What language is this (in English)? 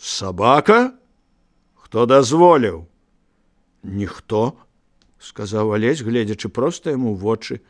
Belarusian